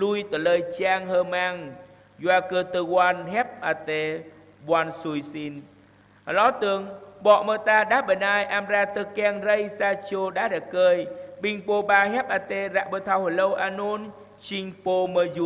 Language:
Jarai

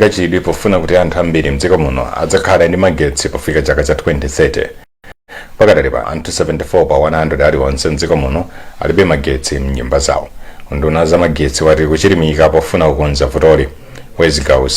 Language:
Nyanja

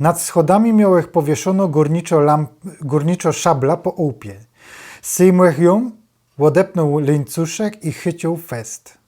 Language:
Silesian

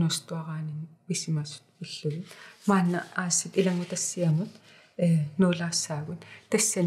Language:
Kalaallisut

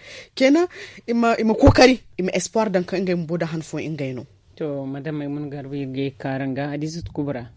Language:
Zarma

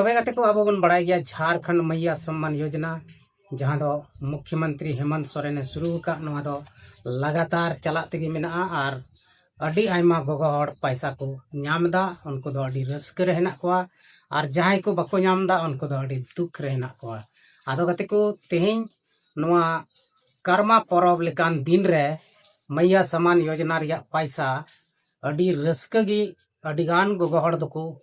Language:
Santali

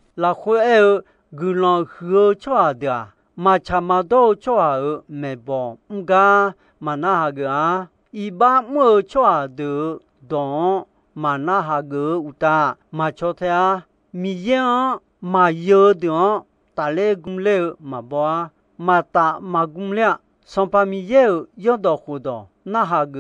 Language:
Akha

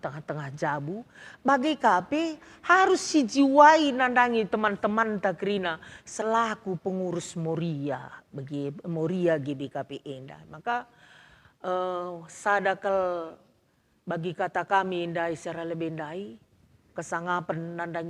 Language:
Batak Karo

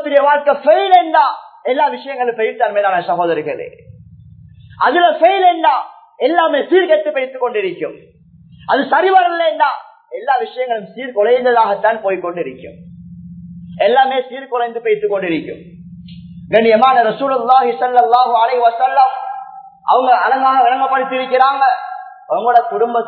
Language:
Tamil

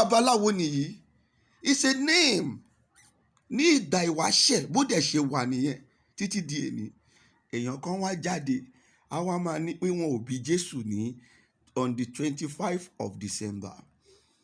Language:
Yoruba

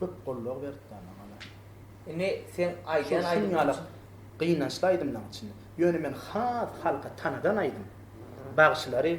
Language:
Turkmen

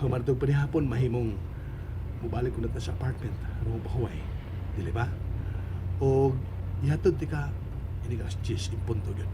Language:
Cebuano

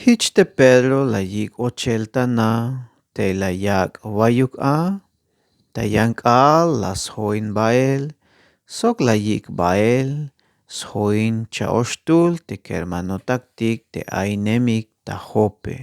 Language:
Tzeltal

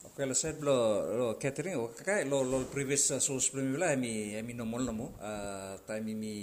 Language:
Bislama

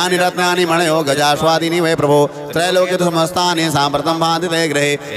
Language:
Sanskrit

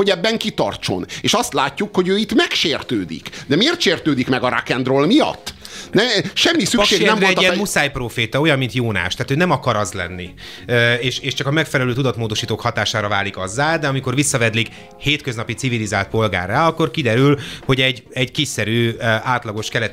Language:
Hungarian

